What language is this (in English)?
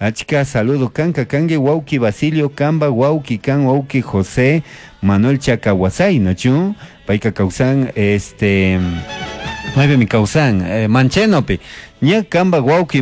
Chimborazo Highland Quichua